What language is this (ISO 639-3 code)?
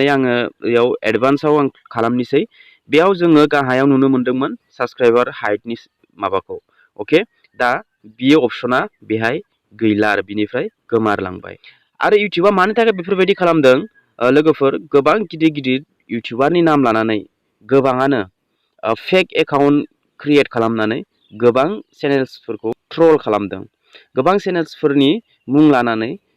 brx